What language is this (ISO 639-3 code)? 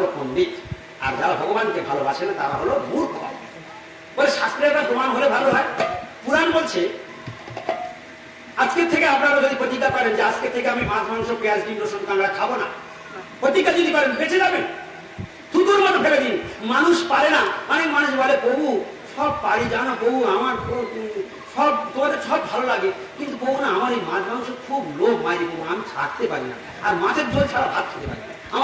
ben